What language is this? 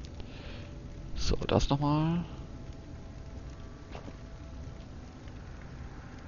German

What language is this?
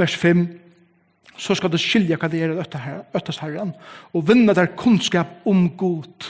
Faroese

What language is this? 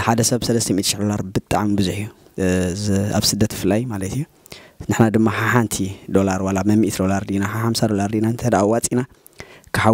Tigrinya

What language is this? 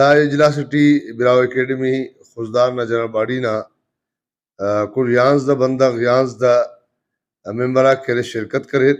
Brahui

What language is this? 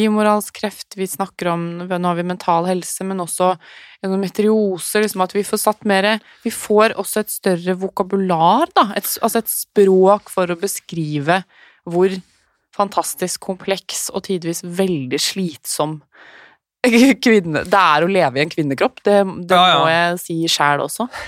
Norwegian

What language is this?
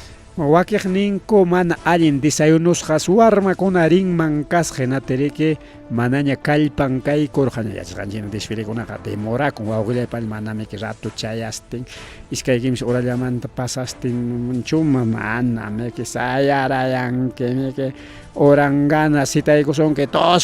Ayacucho Quechua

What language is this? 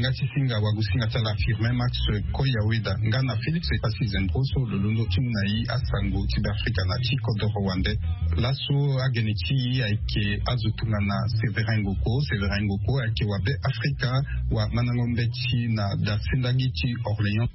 Sango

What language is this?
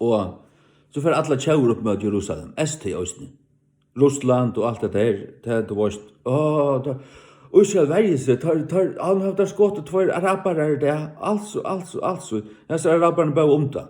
Faroese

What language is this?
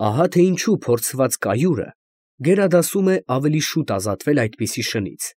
Armenian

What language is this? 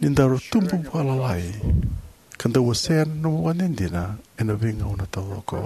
Fijian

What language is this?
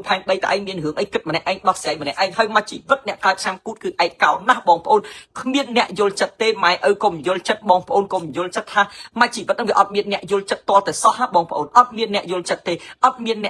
Khmer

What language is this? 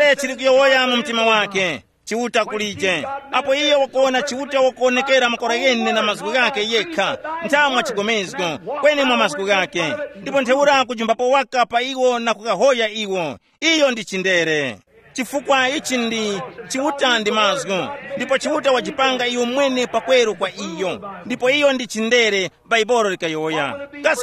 Tumbuka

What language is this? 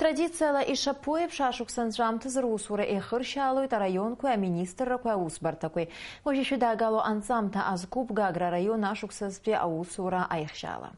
Abkhazian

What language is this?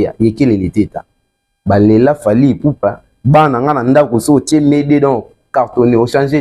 Lingala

